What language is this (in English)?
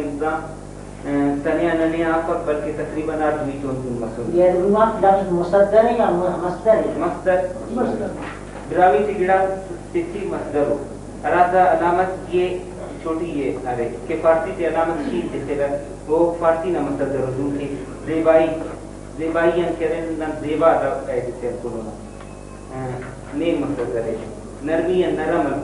Brahui